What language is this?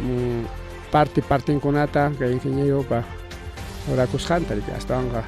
Ayacucho Quechua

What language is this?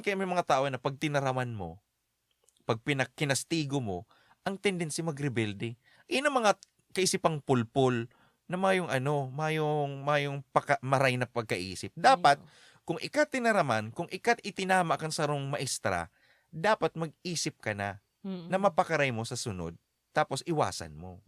Bikol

